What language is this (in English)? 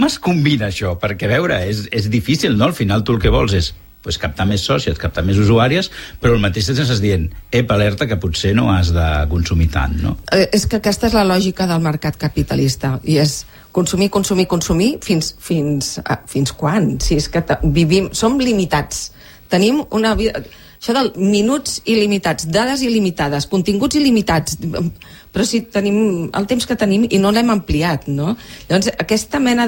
Catalan